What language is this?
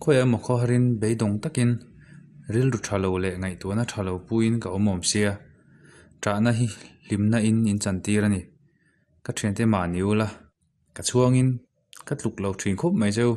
Mizo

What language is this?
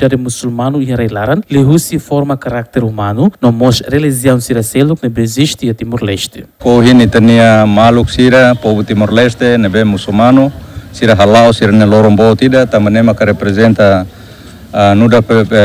Tetum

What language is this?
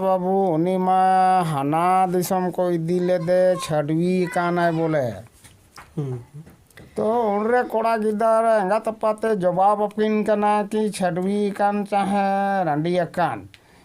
Santali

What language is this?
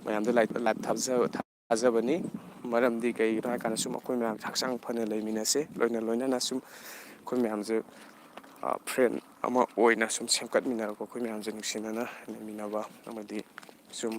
Manipuri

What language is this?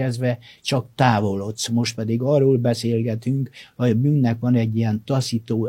Hungarian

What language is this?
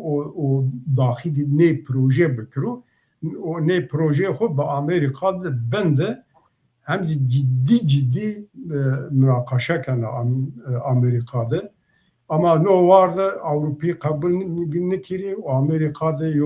Zaza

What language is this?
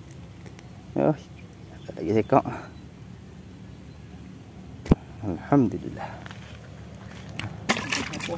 Malay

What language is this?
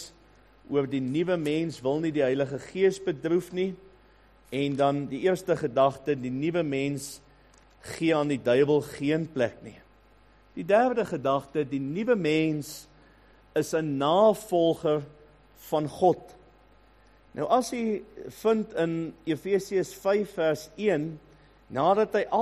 Afrikaans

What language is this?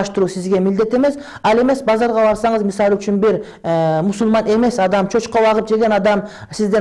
Kyrgyz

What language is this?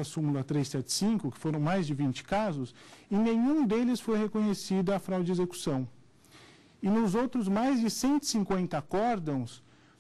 Portuguese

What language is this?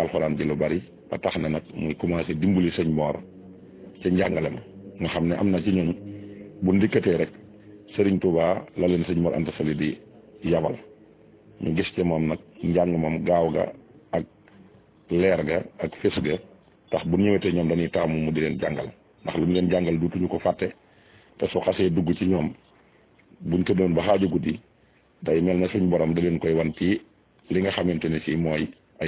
Wolof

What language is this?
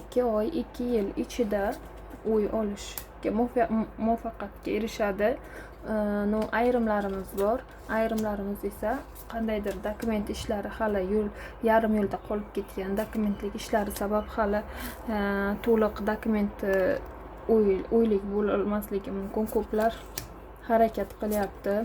Uzbek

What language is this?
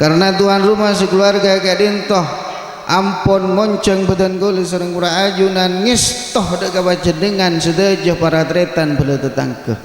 Madurese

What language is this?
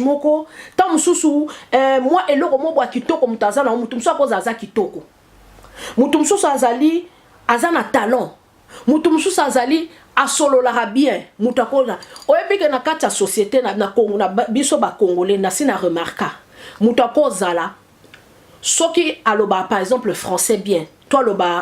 Lingala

